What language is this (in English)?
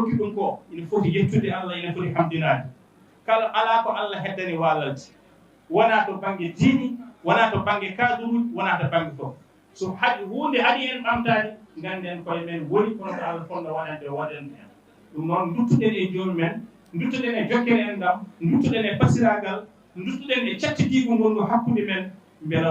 Fula